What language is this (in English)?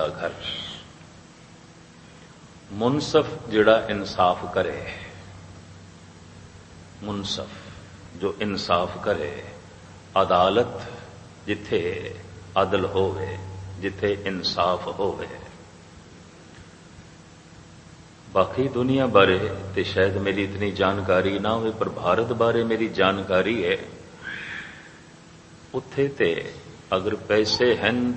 Punjabi